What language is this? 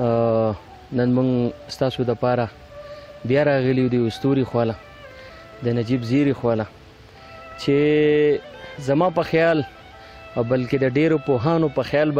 Pashto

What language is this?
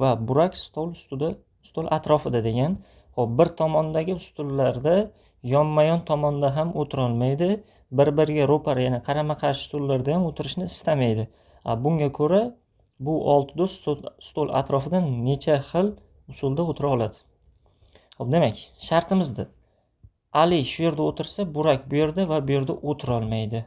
Uzbek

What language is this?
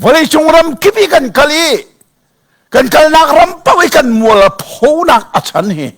Hakha Chin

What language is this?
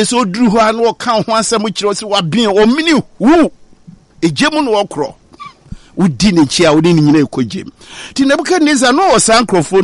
Akan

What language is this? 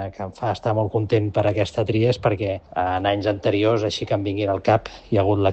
Catalan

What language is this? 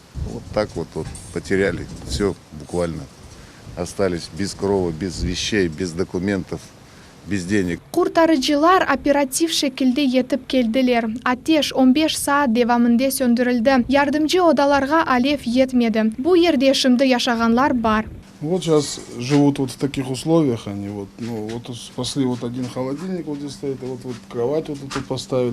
Crimean Tatar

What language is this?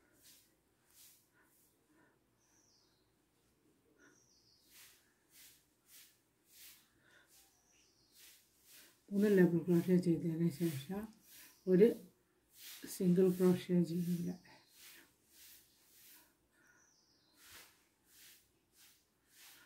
Malayalam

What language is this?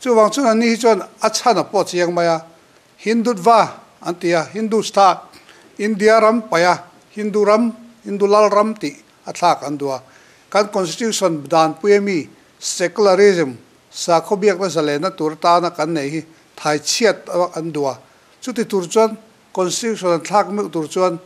Mizo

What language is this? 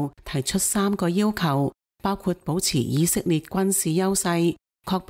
Cantonese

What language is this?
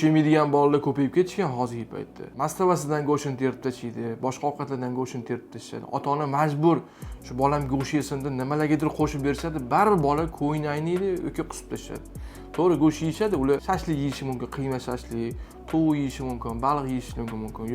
Uzbek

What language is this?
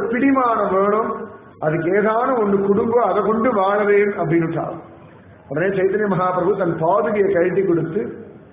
Tamil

